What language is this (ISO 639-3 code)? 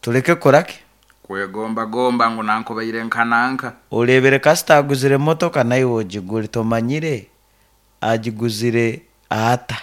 nyo